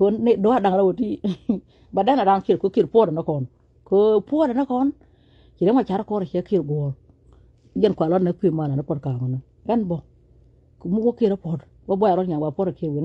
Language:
Nuer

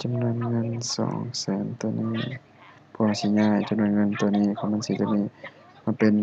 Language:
Lao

